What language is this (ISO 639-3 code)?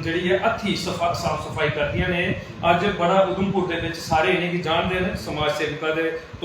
doi